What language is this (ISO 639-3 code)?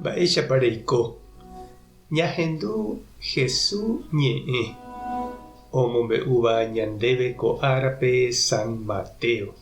grn